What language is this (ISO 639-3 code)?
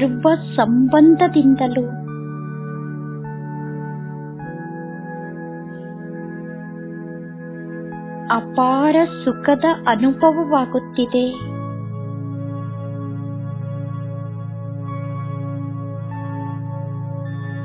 kan